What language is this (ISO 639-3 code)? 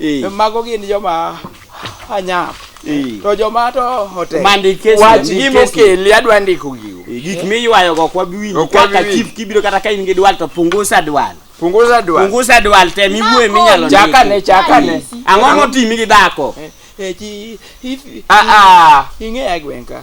luo